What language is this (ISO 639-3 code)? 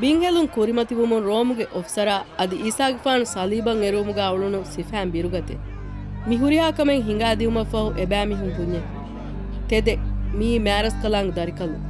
div